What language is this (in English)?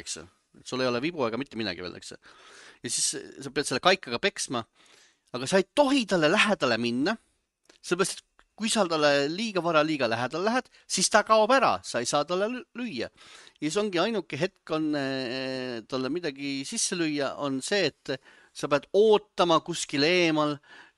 Estonian